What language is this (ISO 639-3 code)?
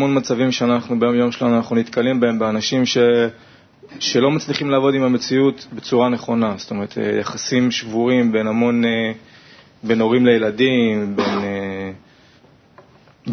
heb